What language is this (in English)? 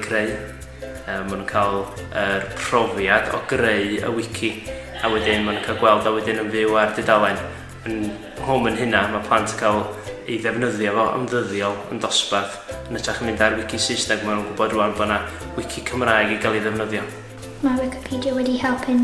Welsh